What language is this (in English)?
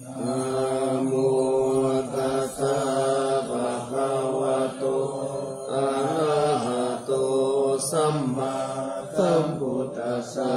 Pali